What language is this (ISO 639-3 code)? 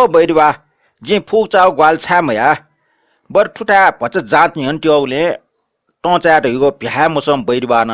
new